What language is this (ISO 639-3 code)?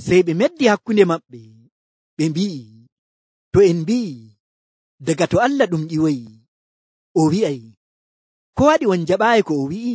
fuv